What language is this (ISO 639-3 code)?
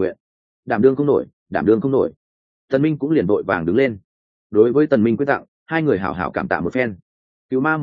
vie